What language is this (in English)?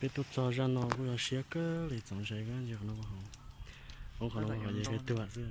Hmong